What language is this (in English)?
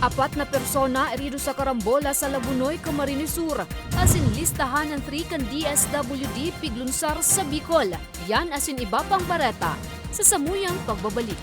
Bikol